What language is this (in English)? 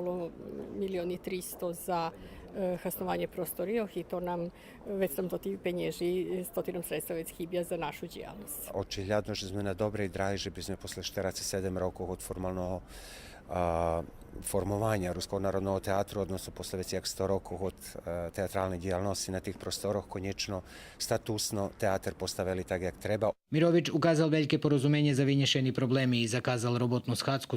Rusyn